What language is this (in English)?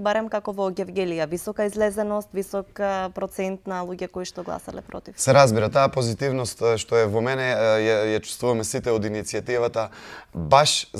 Macedonian